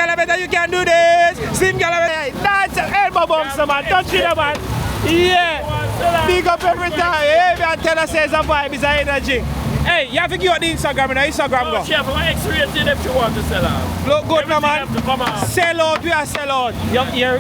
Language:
Jamaican Creole English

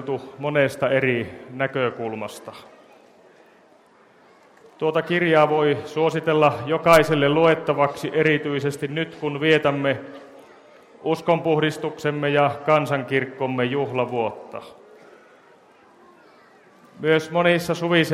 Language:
Finnish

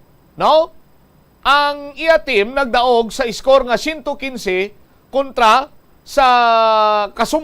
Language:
Hiligaynon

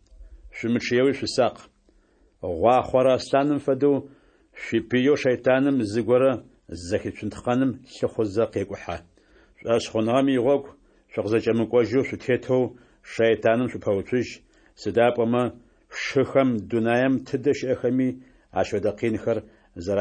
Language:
Adyghe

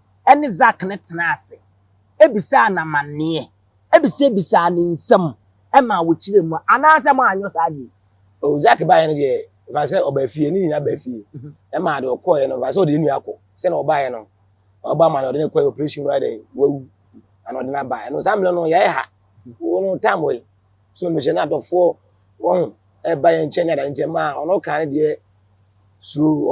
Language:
Akan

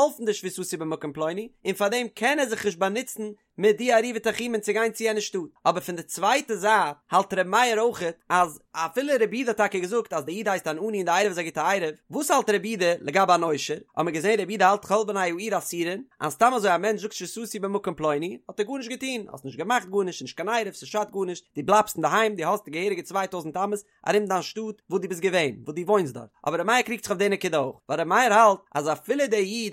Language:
Yiddish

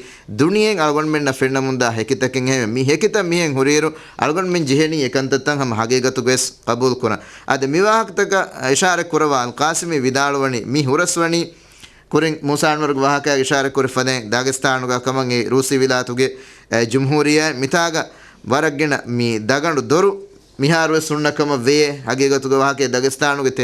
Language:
Divehi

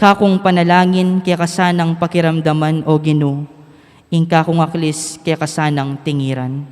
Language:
Pampanga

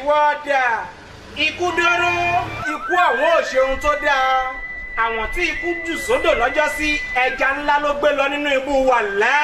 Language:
Yoruba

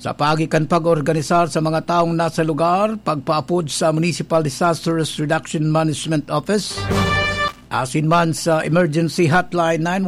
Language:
Bikol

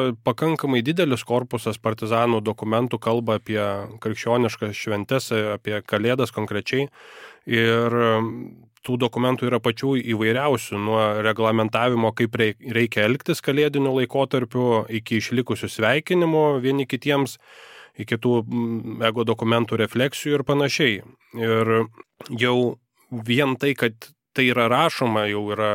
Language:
Lithuanian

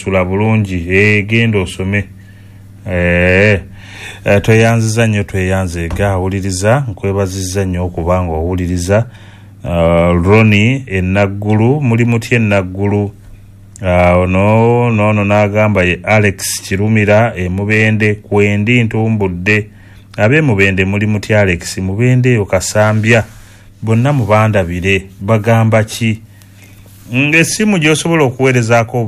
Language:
Ganda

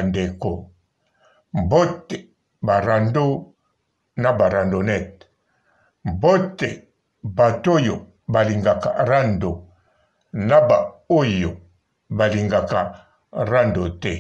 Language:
Lingala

